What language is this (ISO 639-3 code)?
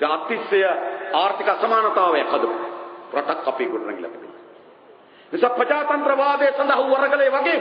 sin